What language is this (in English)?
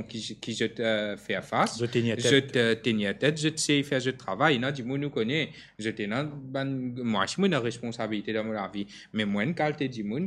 Morisyen